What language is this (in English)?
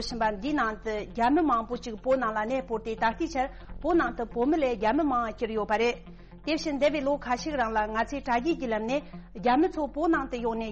Tibetan